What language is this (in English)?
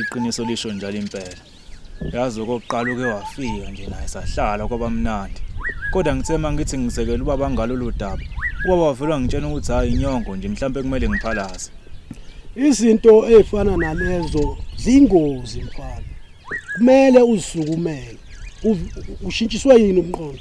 Zulu